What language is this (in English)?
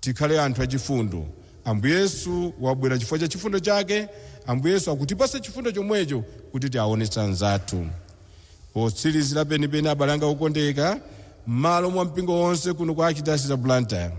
Nyanja